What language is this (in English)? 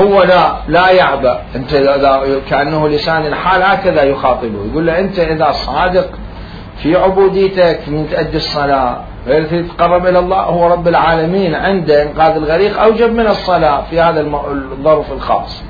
Mesopotamian Arabic